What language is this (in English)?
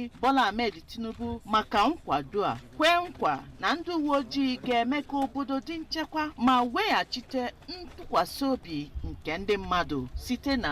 Igbo